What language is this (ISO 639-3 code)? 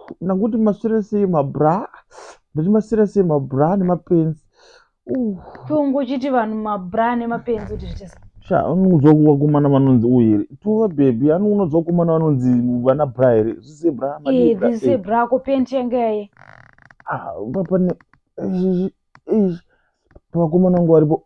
sna